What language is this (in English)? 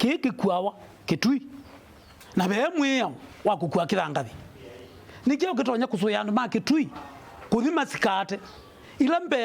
Kamba